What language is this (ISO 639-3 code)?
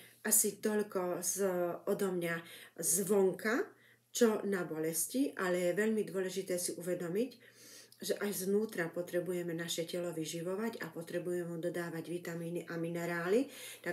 slk